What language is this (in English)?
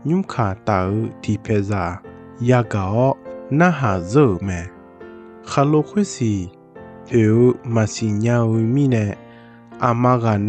Akha